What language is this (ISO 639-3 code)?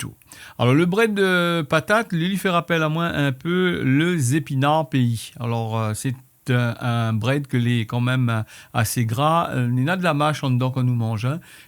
rcf